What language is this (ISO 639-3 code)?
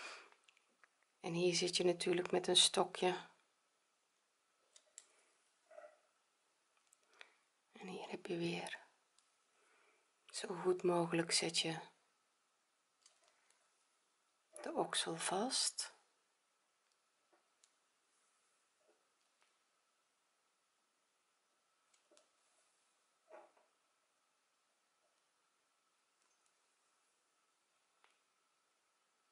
nld